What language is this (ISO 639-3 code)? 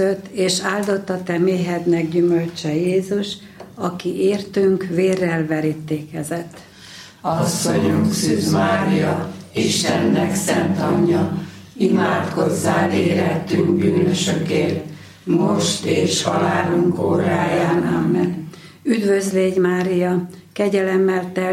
hun